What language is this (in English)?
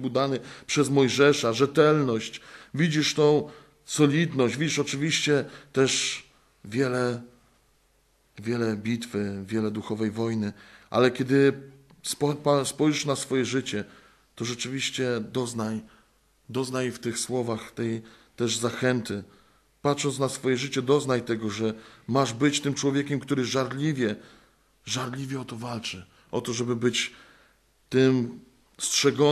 Polish